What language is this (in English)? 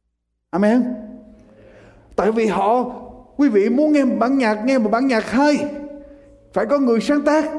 Vietnamese